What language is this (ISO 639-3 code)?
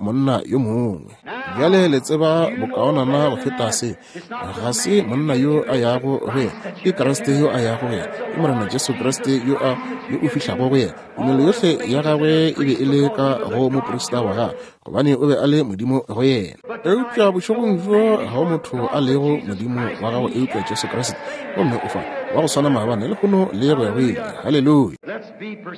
nso